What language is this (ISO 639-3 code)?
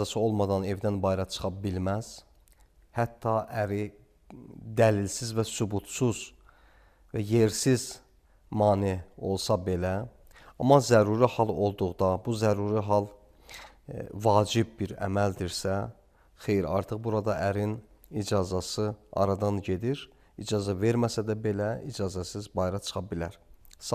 aze